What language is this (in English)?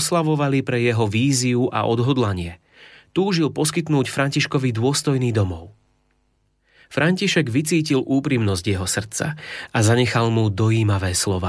Slovak